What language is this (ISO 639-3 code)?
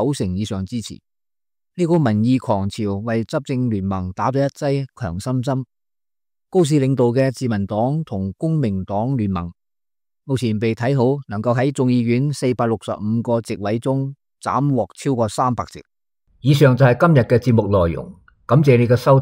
yue